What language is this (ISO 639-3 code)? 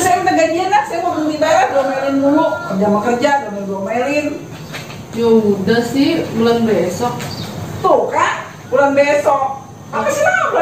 bew